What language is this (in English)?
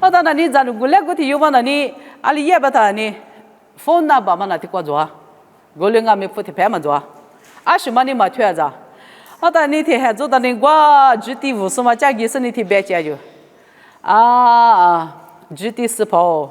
Lisu